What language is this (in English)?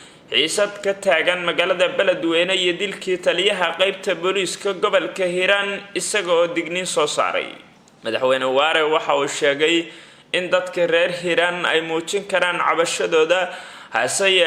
Somali